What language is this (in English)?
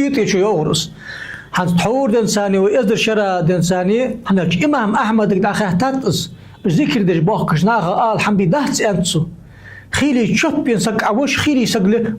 Ingush